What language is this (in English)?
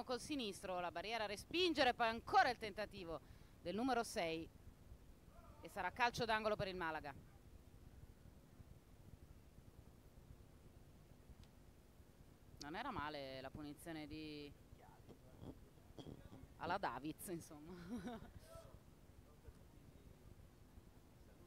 Italian